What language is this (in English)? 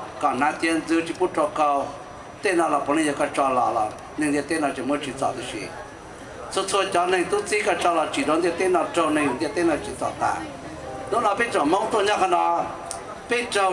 Hmong